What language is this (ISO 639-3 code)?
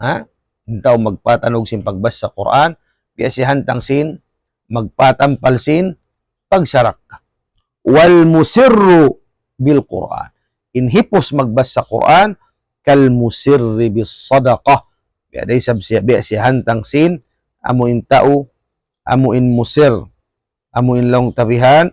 tsg